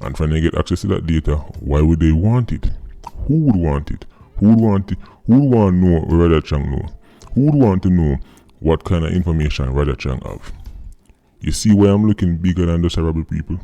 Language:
Jamaican Creole English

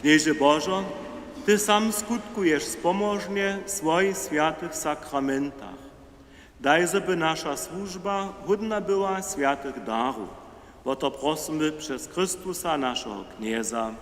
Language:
Upper Sorbian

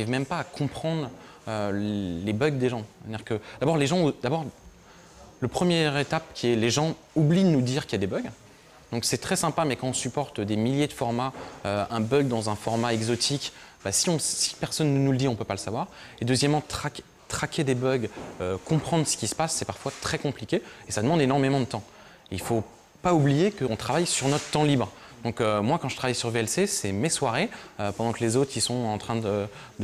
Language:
French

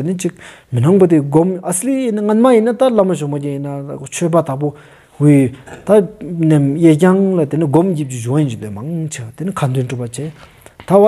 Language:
Stod Bhoti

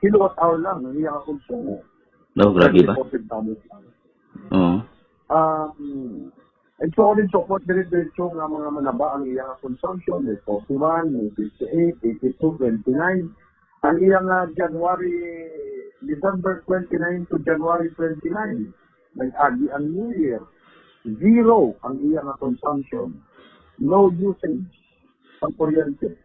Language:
Hiligaynon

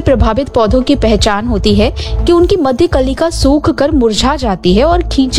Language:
Hindi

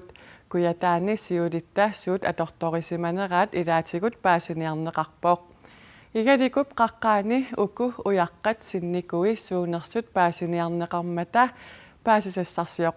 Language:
Kalaallisut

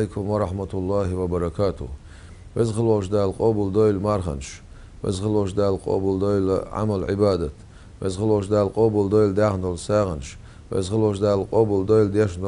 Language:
Chechen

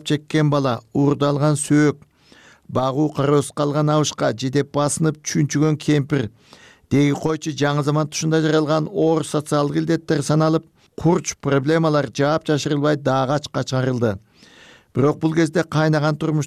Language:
Kyrgyz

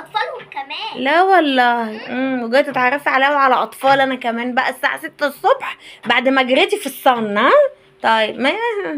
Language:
Egyptian Arabic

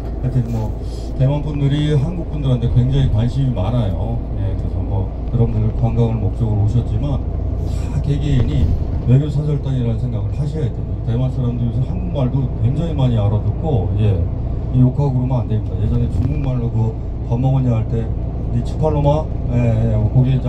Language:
Korean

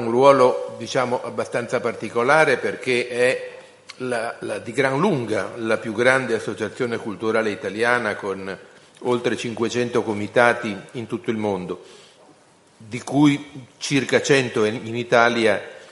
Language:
Italian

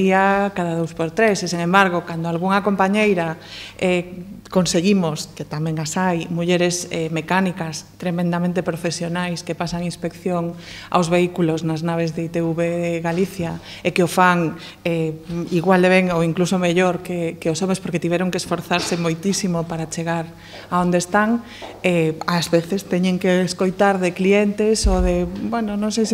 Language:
Galician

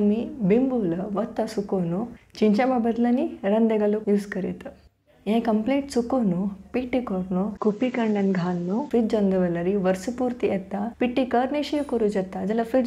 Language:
Konkani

